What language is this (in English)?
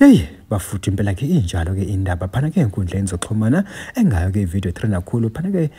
Zulu